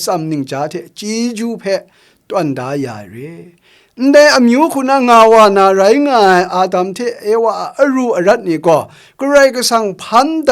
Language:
Kachin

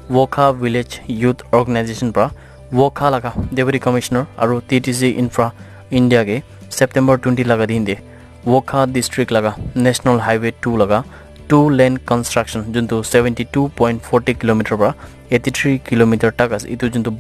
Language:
Naga Pidgin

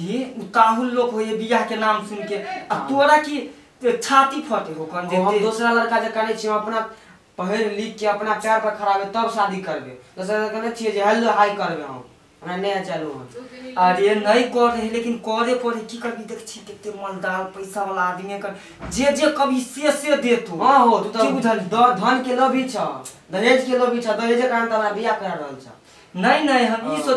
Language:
Maithili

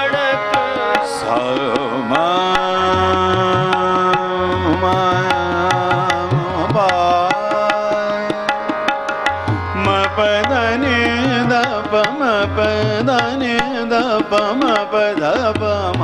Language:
Punjabi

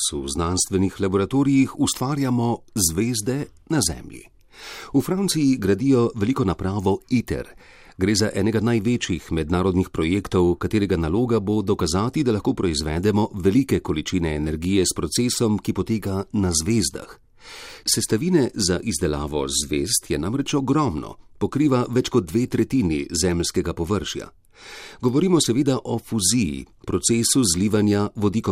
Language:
Slovenian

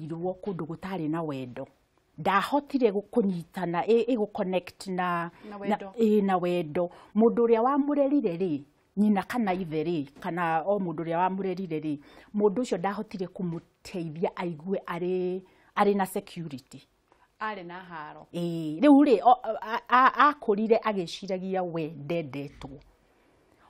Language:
Kikuyu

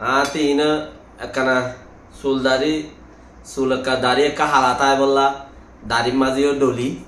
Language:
Rohingya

